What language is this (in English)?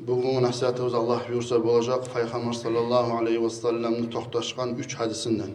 Kumyk